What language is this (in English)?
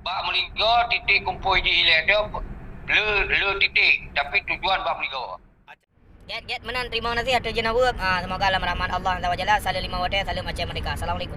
Achinese